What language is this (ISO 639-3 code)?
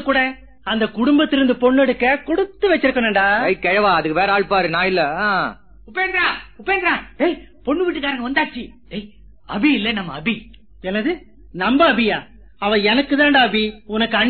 tam